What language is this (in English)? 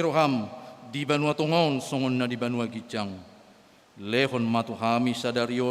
Batak Toba